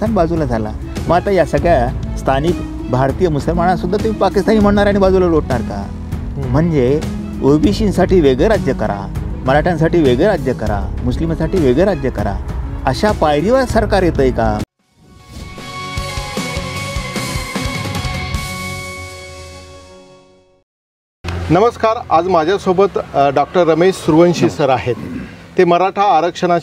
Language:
Marathi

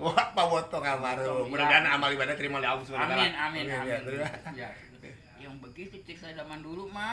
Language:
Betawi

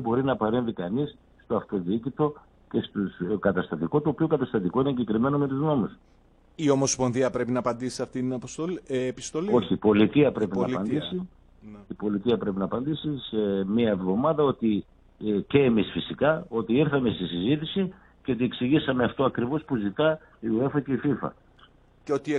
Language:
Greek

